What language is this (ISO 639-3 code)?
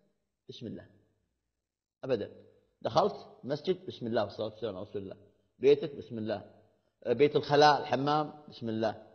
ara